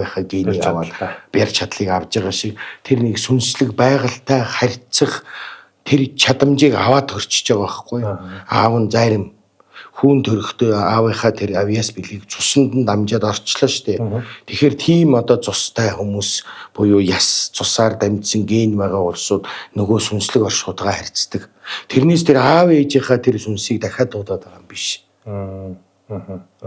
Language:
Mongolian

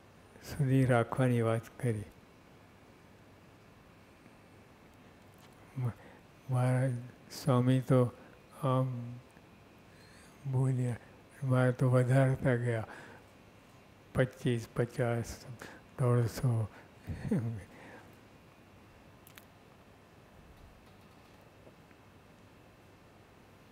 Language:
Gujarati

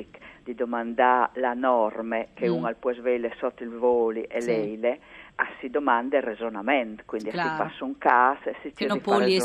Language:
Friulian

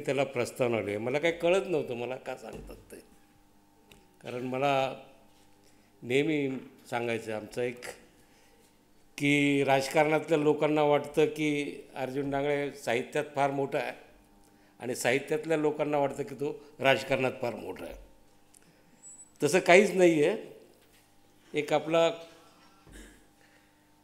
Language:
Marathi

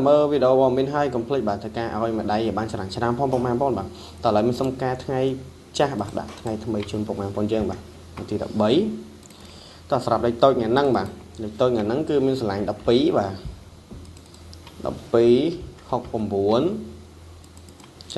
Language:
Khmer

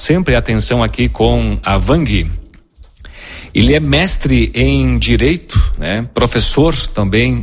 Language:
Portuguese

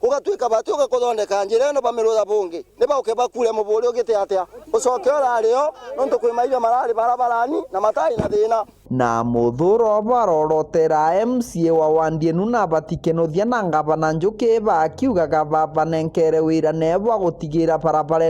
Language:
Meru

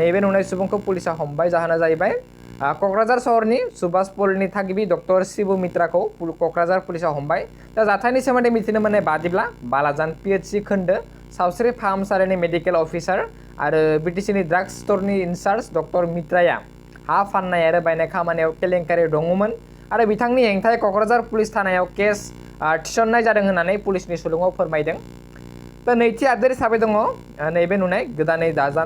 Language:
Bodo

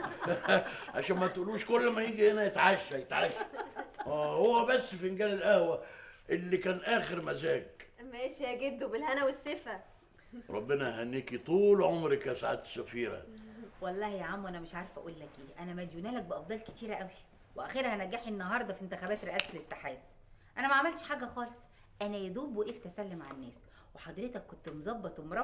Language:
Egyptian Arabic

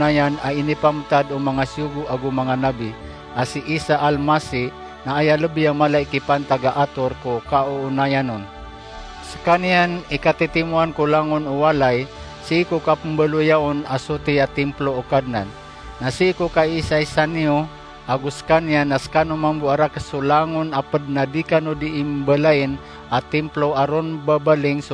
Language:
Maranao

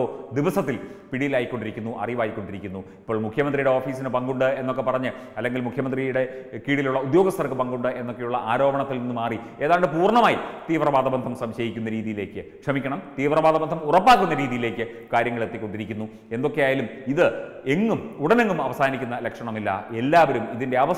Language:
Malayalam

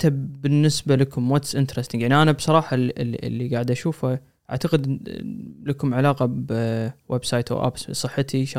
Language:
Gulf Arabic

